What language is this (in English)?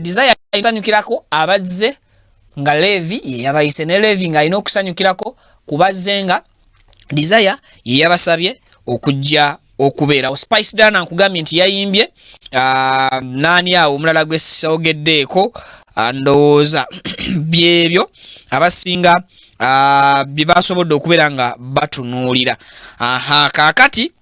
Ganda